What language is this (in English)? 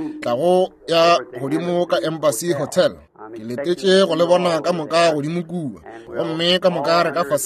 Northern Sotho